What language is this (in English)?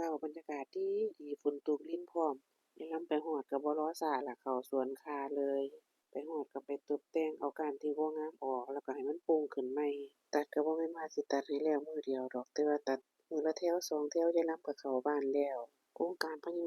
Northeastern Thai